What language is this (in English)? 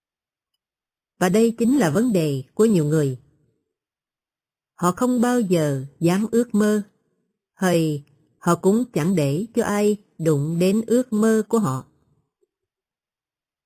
Vietnamese